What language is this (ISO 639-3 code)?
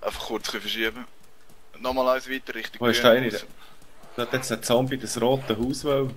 gsw